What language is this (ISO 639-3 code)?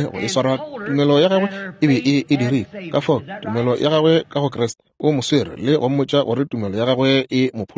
nso